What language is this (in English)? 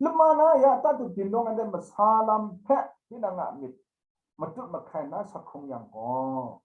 Kachin